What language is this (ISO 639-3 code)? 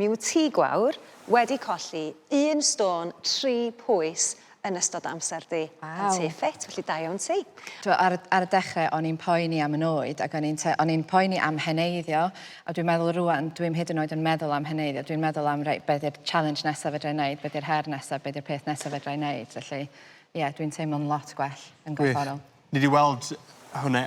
cym